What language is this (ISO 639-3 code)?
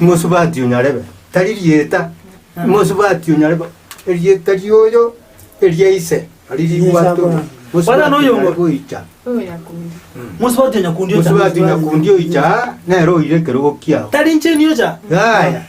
guz